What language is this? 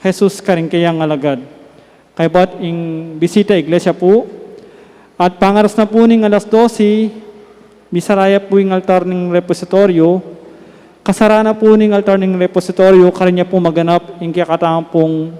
Pampanga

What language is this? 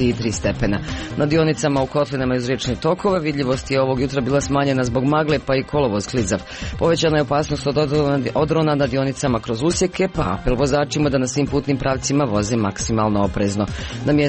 Croatian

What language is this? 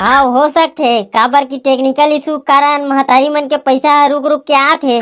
Chhattisgarhi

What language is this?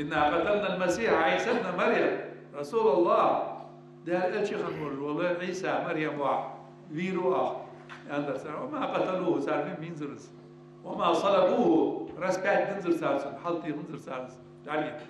Ingush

